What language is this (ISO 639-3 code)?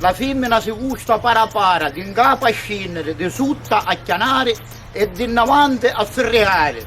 scn